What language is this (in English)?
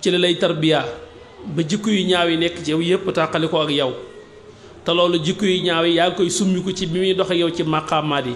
Wolof